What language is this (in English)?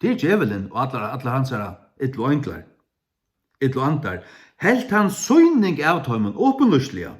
Faroese